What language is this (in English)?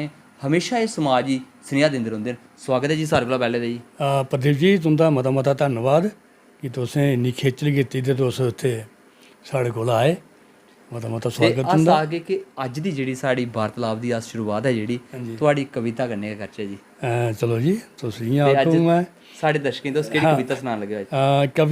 Dogri